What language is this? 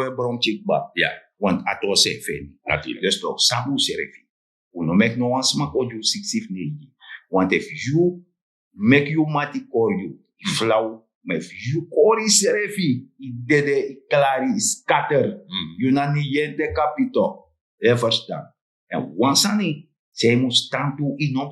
Sranan Tongo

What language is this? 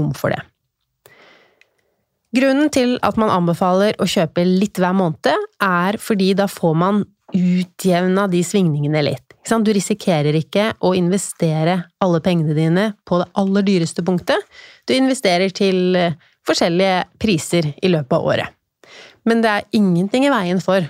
Norwegian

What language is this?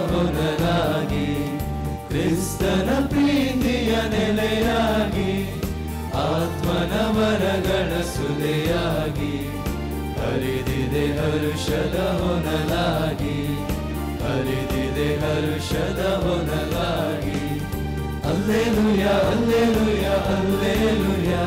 Kannada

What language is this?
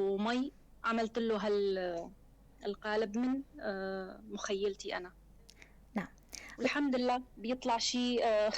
North Levantine Arabic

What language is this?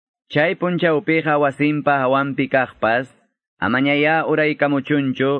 Ayacucho Quechua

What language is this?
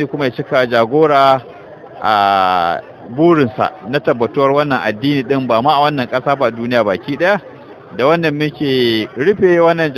Hausa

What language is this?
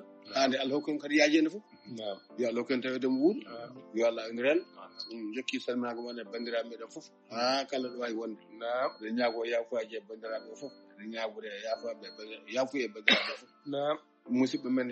Fula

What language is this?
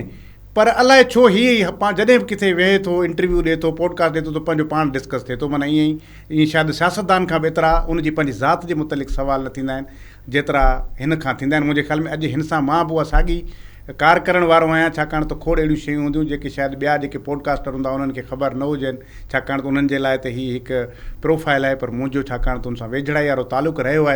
Sindhi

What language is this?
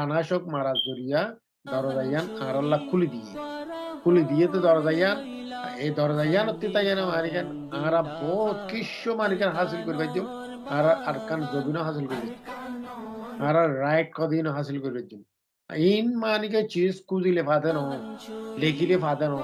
Rohingya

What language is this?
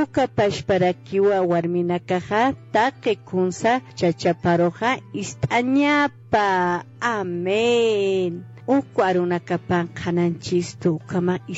Aymara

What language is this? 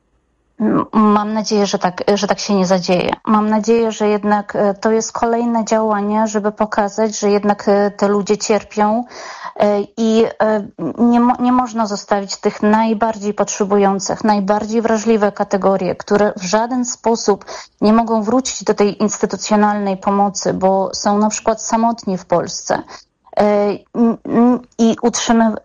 Polish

